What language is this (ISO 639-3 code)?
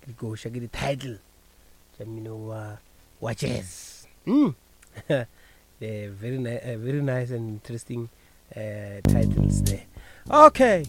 nso